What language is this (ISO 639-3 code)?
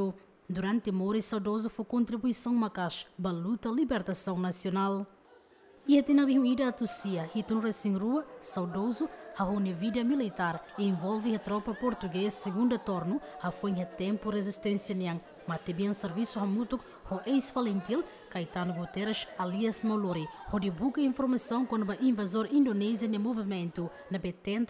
tet